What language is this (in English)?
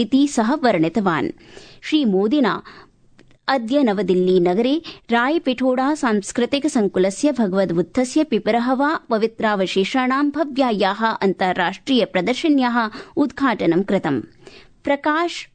Sanskrit